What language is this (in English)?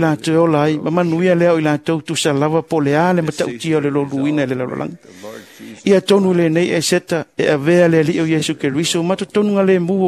Samoan